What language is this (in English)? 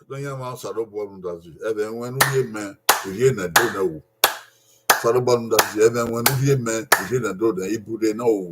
Bini